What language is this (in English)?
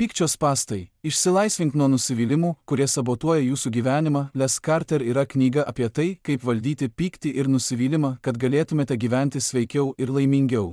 Lithuanian